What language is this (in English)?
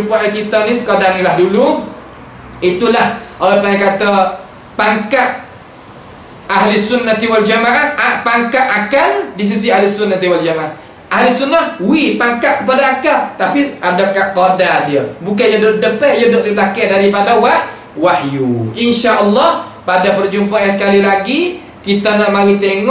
Malay